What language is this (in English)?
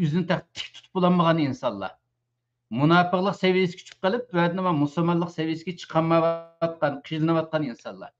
Uyghur